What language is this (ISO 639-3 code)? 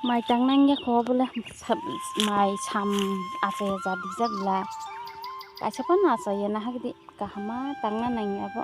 trp